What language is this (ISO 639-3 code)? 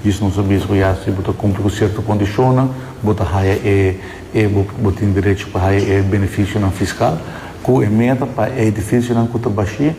pap